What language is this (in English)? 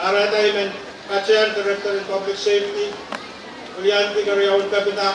Pohnpeian